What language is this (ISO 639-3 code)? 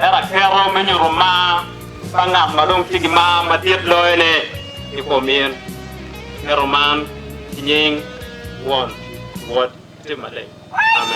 ach